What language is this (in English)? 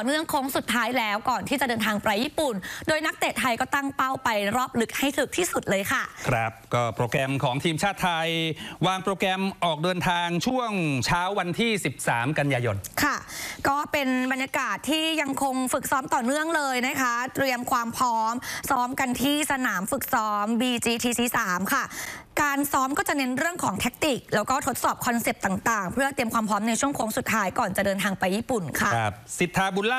Thai